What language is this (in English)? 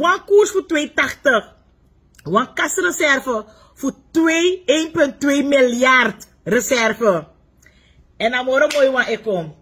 Sranan Tongo